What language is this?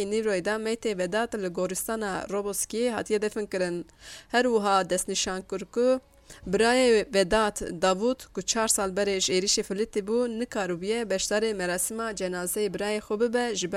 Kurdish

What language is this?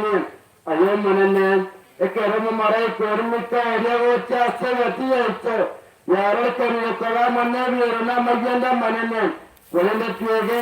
Gusii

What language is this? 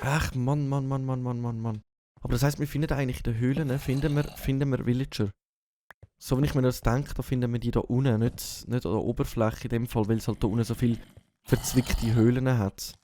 Swiss German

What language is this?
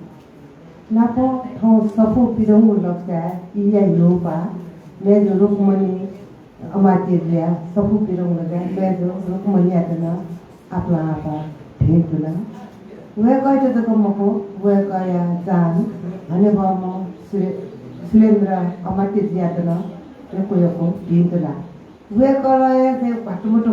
Newari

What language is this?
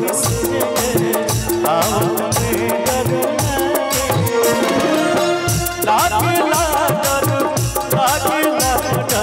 Bhojpuri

